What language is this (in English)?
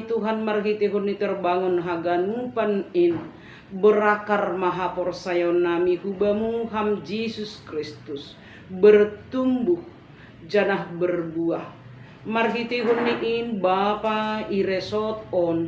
Batak Simalungun